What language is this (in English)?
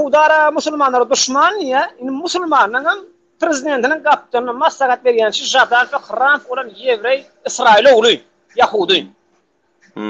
Turkmen